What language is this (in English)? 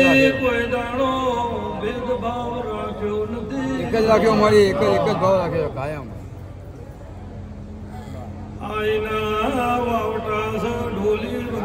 Gujarati